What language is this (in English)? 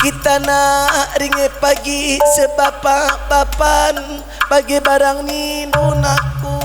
Batak Karo